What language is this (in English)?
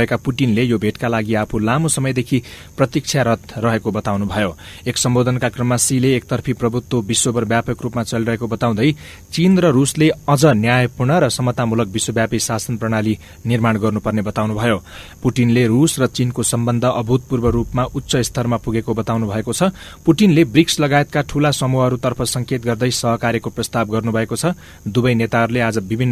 Nepali